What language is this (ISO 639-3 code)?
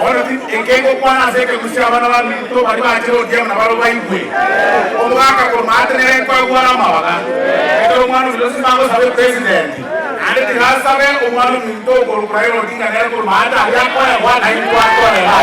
guz